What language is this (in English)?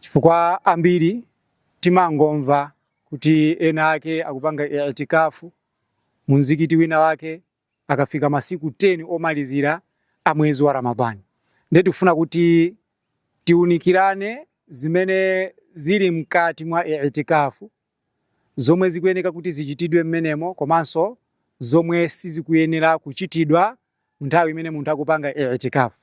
Nyanja